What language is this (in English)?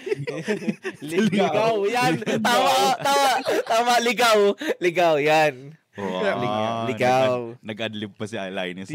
Bikol